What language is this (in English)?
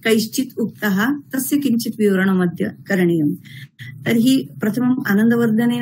Sanskrit